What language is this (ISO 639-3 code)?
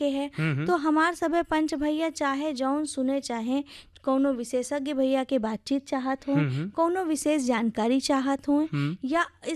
bho